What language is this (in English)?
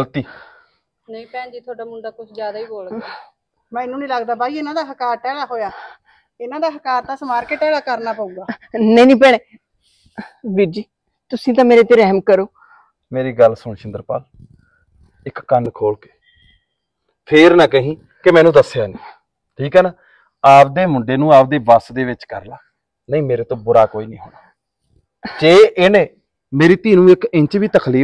Punjabi